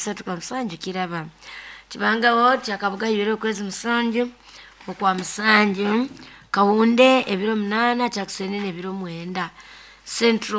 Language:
Nyoro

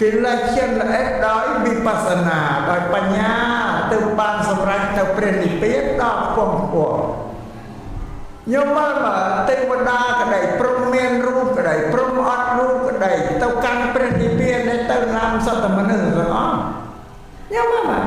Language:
Khmer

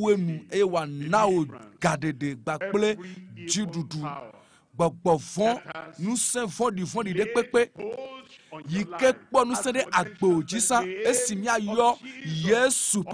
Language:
Ewe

